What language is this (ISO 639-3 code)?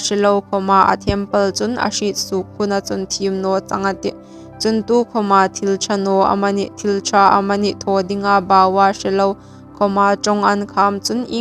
hmr